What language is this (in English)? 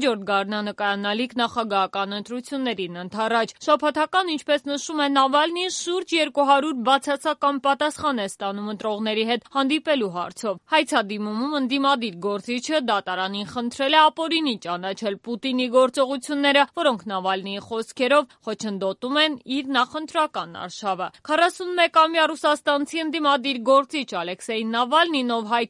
Armenian